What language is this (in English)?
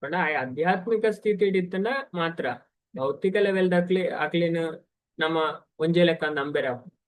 Tulu